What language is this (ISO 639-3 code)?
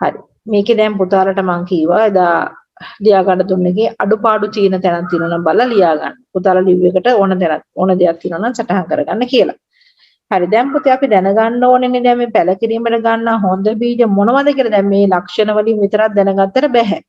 sin